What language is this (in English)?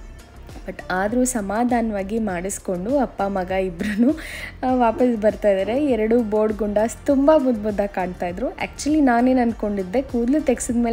Kannada